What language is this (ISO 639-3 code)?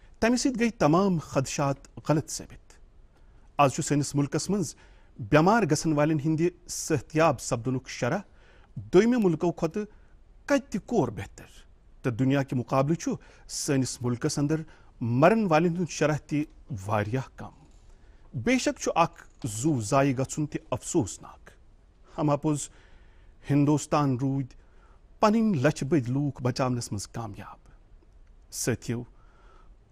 kas